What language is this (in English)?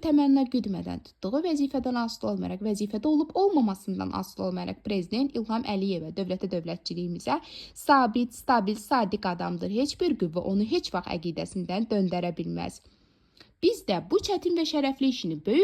Azerbaijani